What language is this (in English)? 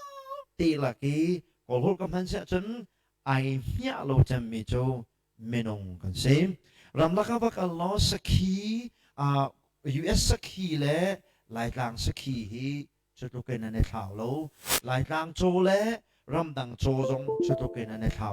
Hakha Chin